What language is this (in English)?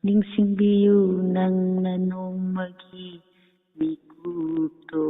Manipuri